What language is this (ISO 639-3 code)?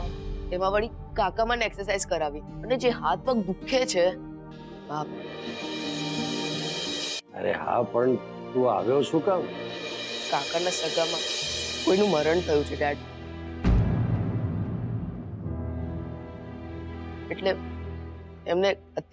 guj